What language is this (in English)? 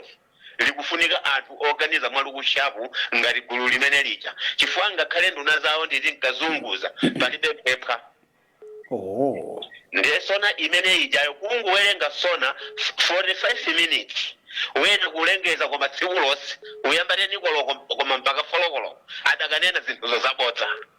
Nyanja